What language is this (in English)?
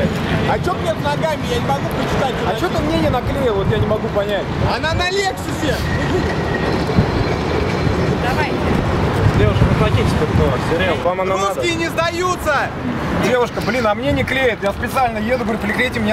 Russian